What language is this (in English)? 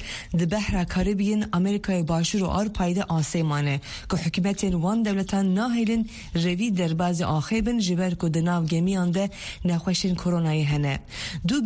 Kurdish